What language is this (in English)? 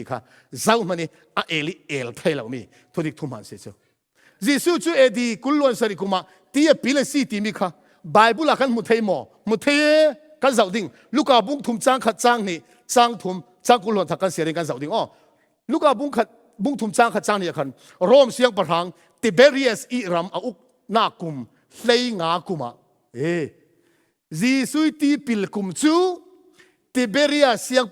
Falam Chin